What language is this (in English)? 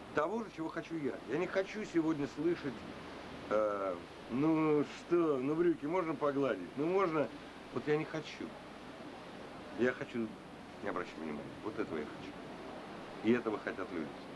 Russian